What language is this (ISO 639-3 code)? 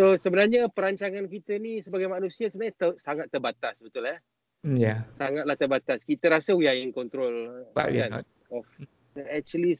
msa